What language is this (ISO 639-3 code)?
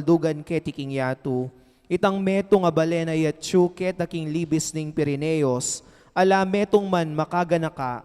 pam